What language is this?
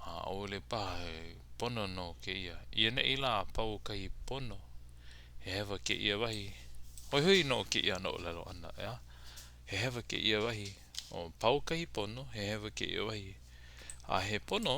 Hawaiian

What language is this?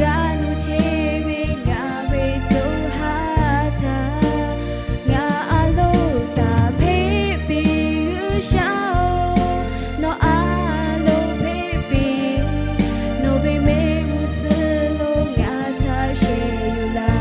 Lahu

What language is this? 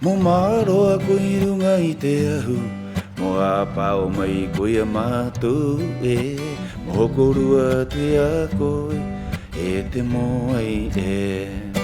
Rapanui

